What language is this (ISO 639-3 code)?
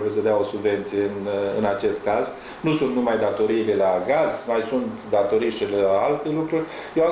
ron